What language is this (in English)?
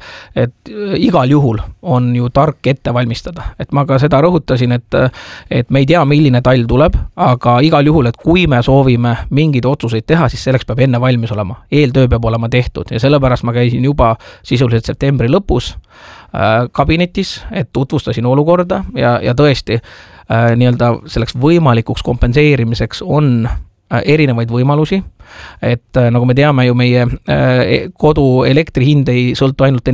Estonian